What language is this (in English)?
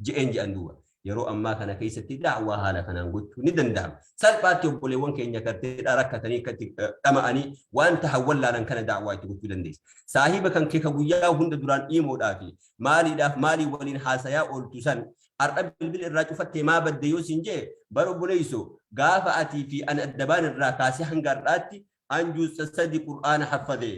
Oromo